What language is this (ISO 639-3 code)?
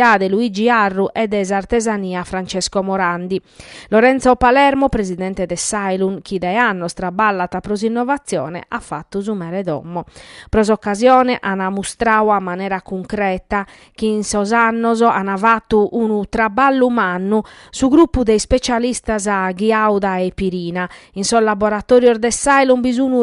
srd